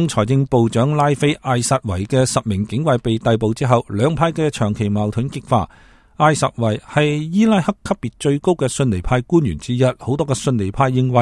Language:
Cantonese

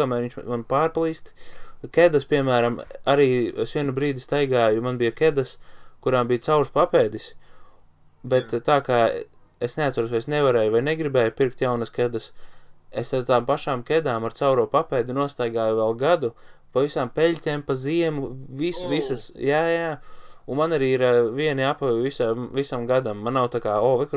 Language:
Latvian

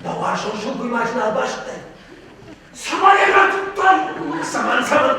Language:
Ossetic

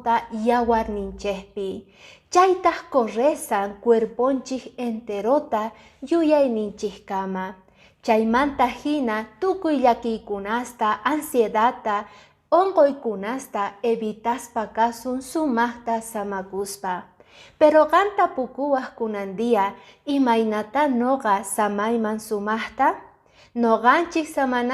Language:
Quechua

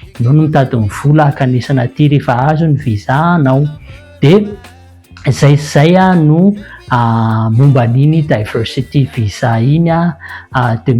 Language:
Malagasy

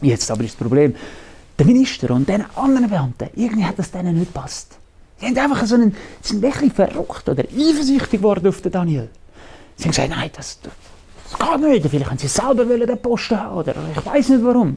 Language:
Swiss German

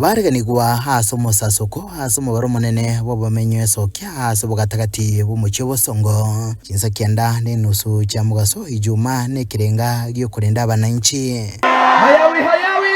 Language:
Gusii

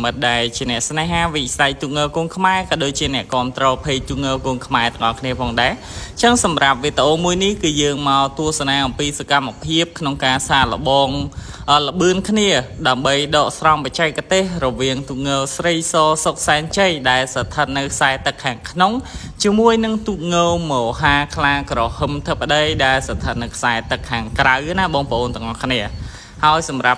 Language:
Khmer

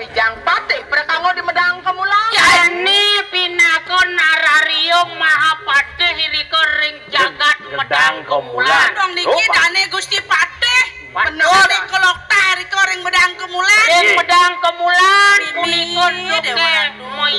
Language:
Balinese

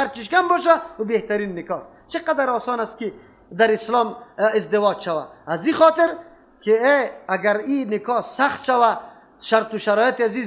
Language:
Persian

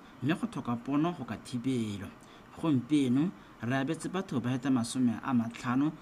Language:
Tswana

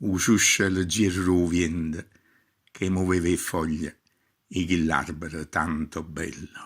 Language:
Neapolitan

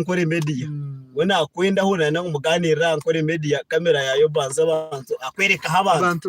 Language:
Nyankole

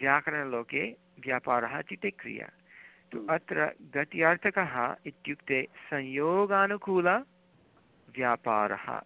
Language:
Sanskrit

